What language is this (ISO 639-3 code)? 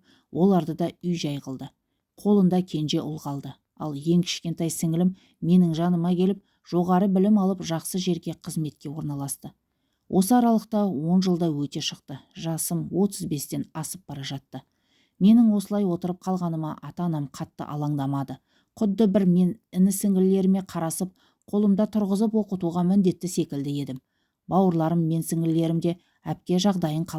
kaz